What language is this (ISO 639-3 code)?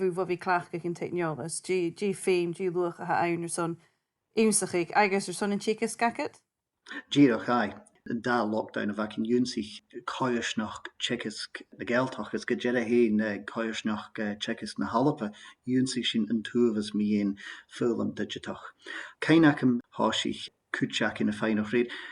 gla